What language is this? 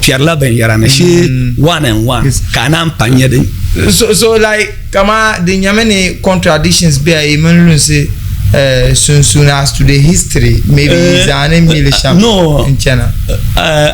Dagbani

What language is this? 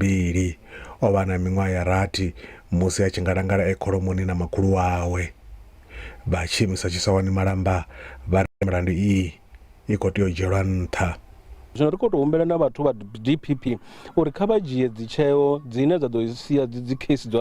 Venda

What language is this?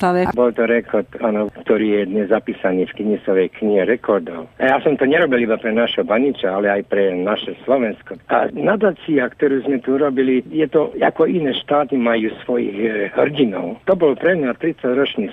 Slovak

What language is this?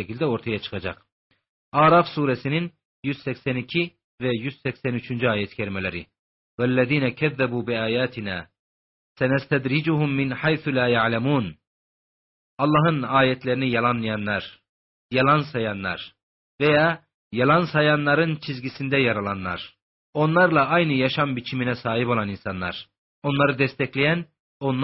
Turkish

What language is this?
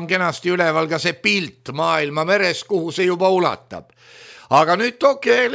Estonian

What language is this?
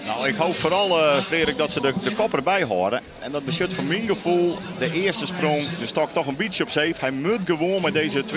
Western Frisian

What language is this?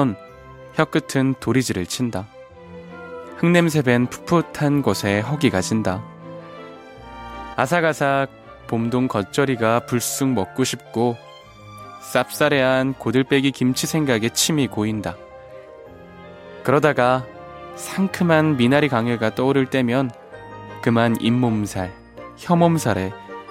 Korean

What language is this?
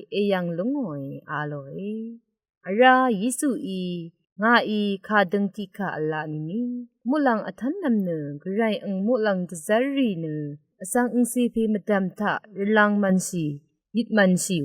Rawang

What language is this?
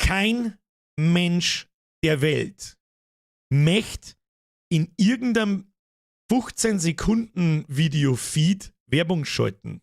Bavarian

